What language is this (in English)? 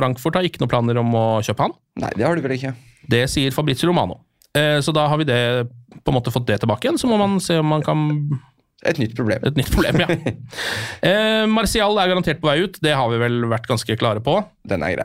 Norwegian